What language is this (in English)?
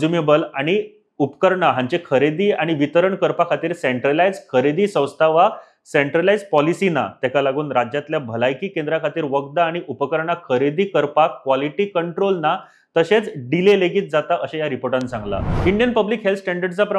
Konkani